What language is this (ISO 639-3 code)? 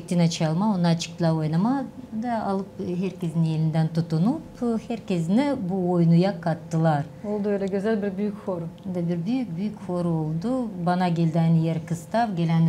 gag